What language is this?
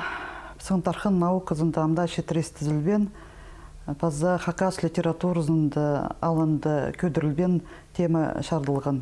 Khakas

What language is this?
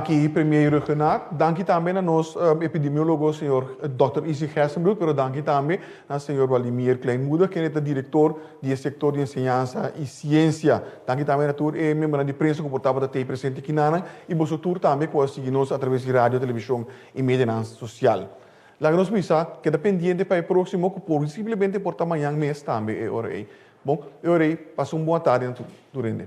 Papiamento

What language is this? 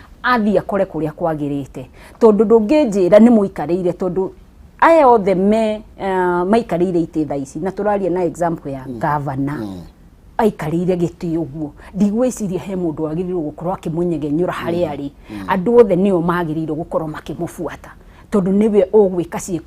Kikuyu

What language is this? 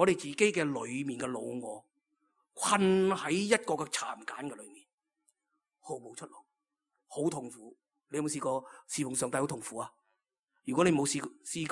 Cantonese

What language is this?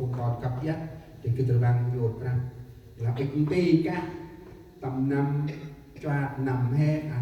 Central Mnong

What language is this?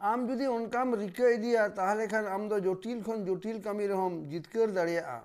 Santali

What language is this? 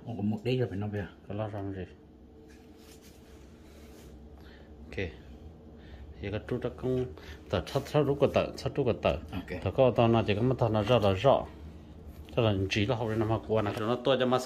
Vietnamese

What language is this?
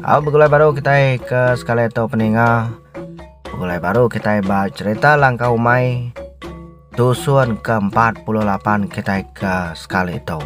Iban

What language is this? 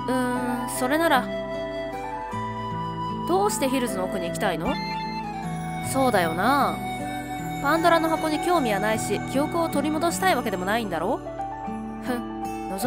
Japanese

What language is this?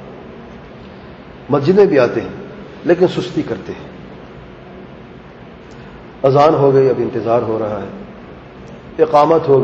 Urdu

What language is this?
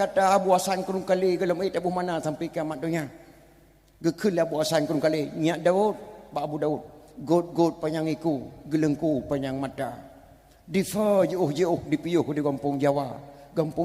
Achinese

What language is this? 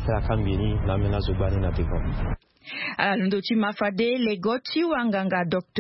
Sango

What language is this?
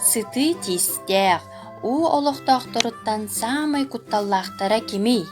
Yakut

